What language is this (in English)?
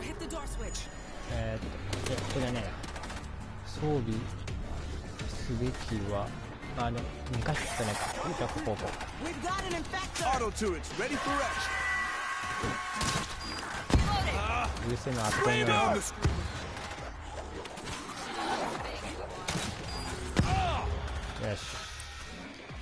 Japanese